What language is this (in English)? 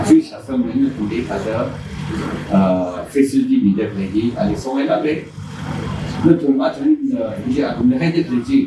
Tangkhul Naga (India)